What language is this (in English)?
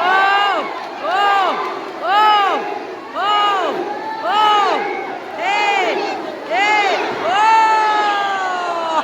Naga Pidgin